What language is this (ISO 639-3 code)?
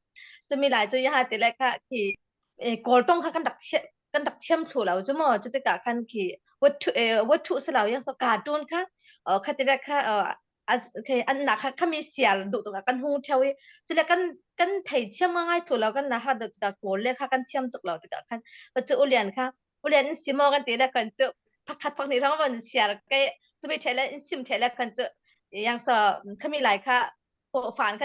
cfm